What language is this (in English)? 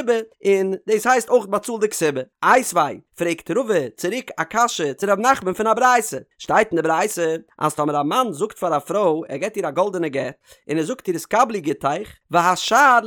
Yiddish